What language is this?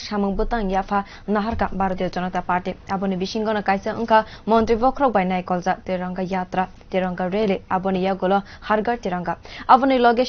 Kok Borok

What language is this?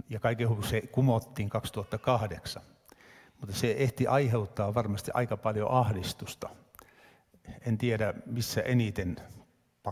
Finnish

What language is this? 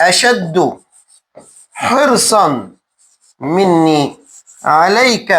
Egyptian Arabic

